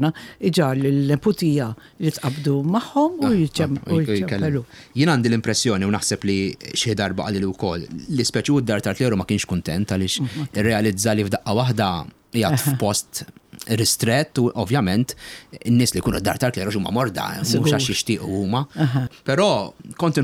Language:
Maltese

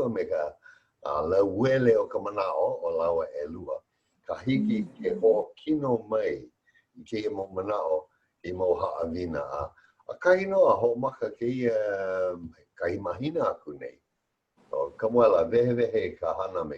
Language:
Hawaiian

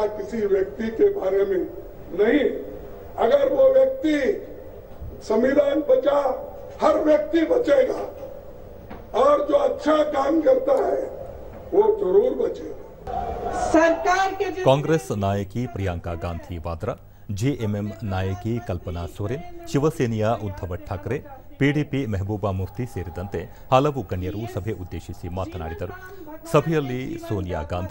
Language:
Kannada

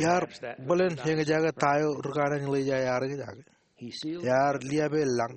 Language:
Marshallese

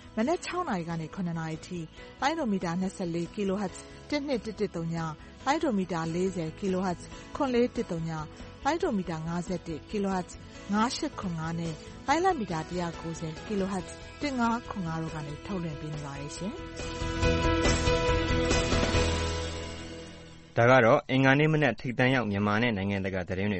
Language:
Burmese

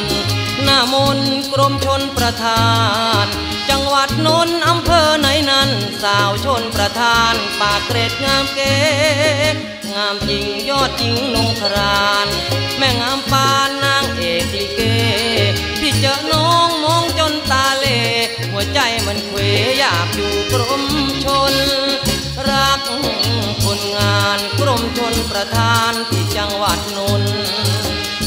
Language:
Thai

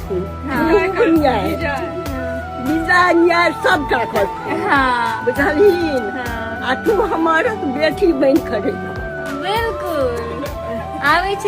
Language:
Maithili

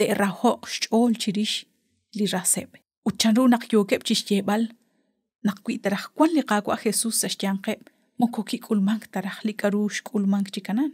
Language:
Kekchí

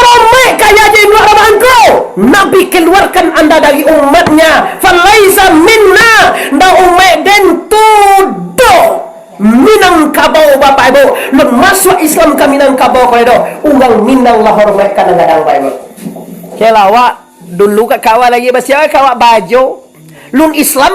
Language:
Minangkabau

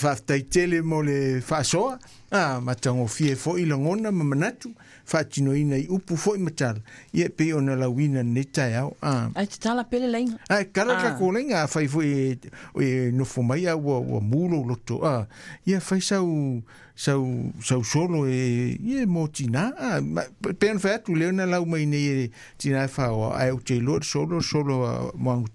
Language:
Samoan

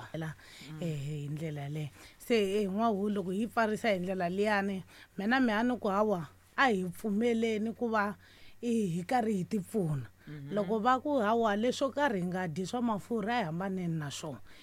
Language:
Tsonga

